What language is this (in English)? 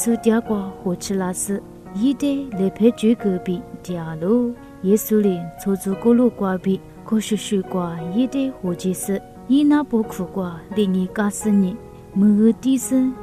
Lisu